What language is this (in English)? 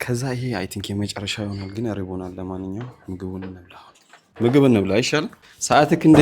Amharic